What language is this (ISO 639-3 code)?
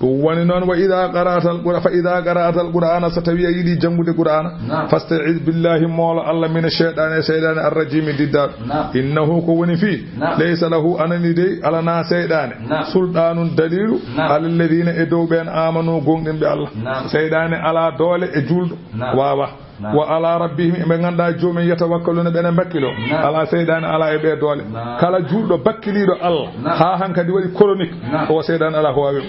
ful